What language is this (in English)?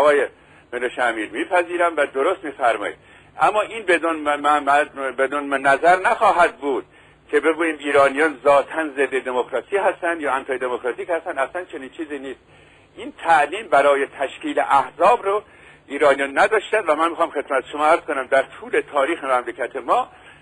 Persian